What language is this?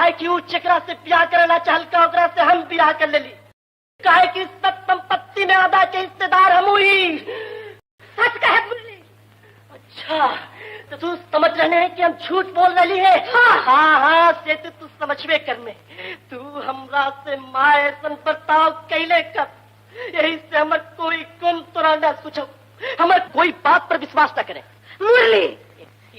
Magahi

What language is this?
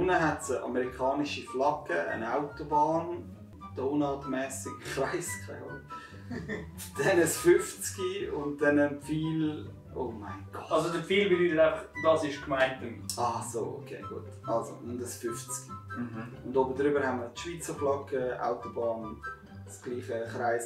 Swiss German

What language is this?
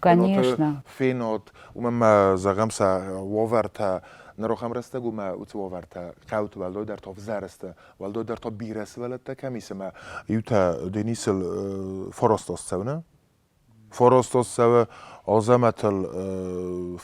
Ossetic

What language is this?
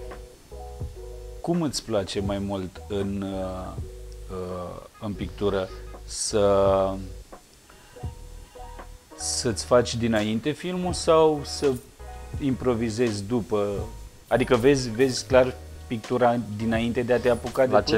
Romanian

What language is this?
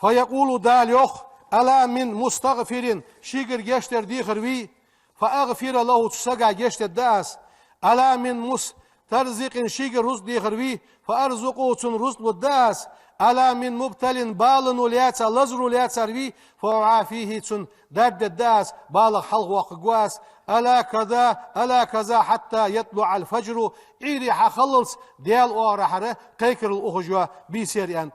Ingush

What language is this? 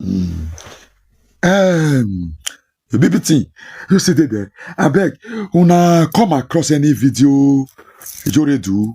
Nigerian Pidgin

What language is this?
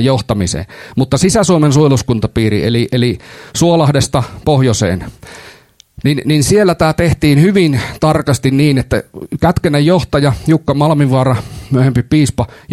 Finnish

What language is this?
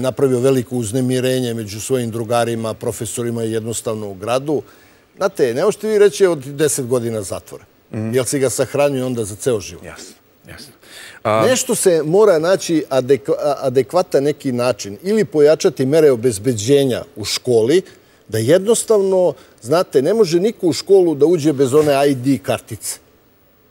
Serbian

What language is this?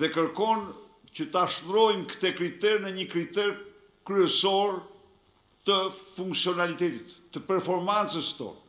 Albanian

